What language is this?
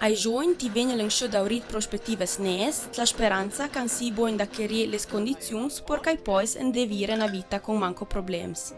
Ladin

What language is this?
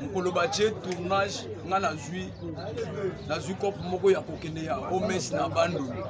Lingala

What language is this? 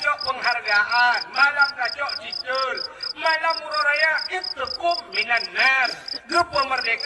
Achinese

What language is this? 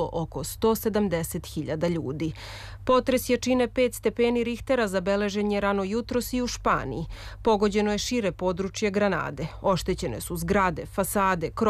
Serbian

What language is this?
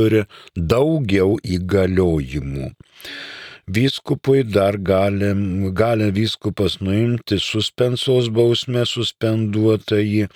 Lithuanian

